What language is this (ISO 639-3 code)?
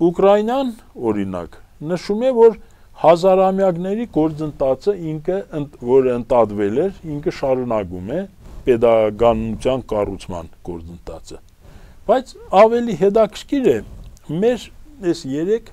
hye